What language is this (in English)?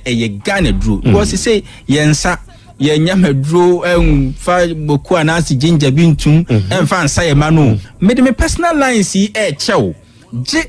Akan